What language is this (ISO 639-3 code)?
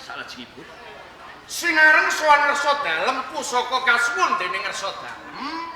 jav